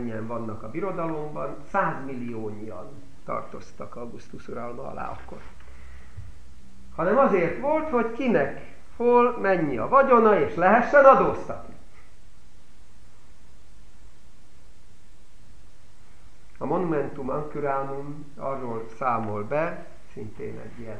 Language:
Hungarian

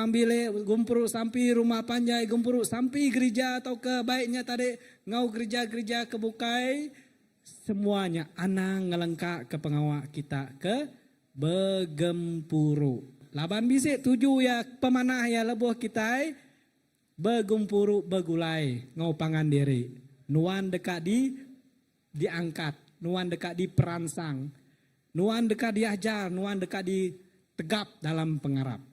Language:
Iban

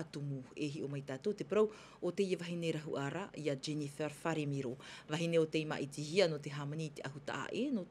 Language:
Tahitian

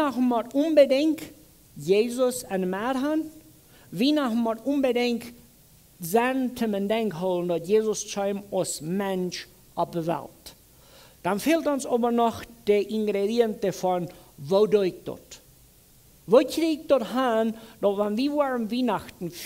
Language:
Plautdietsch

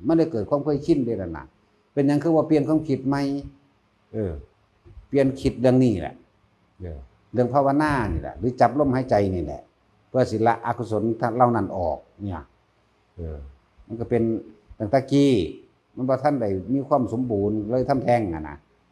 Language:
Northeastern Thai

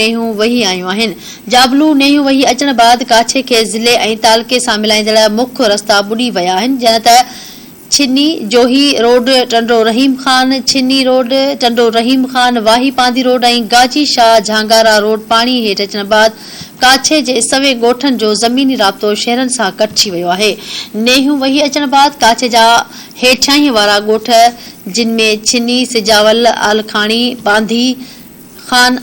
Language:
Sindhi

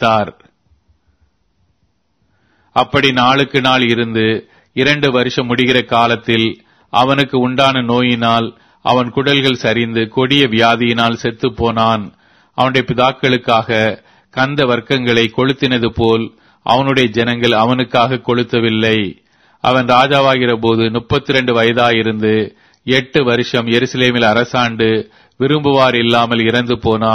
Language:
Tamil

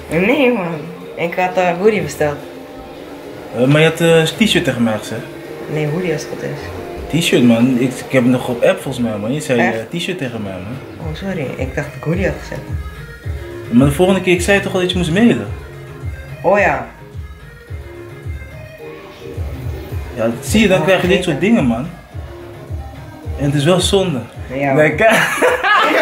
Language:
Dutch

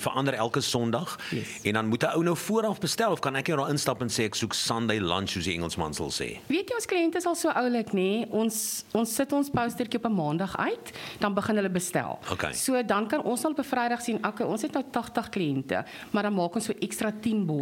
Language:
Afrikaans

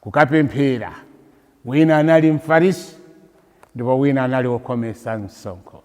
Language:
Nyanja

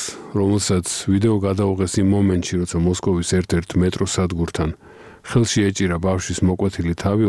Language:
Georgian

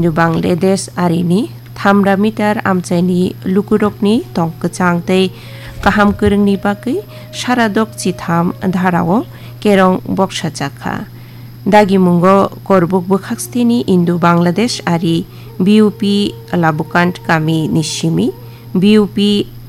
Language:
Kok Borok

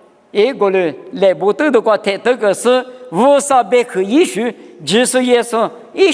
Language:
Lisu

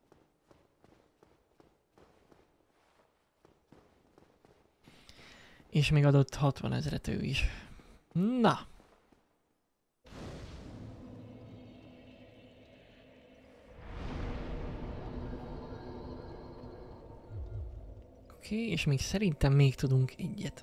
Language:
Hungarian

